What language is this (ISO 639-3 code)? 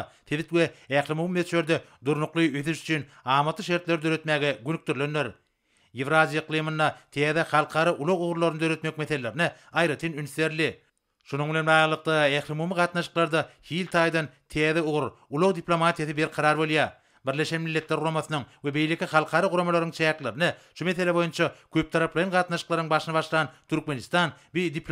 tuk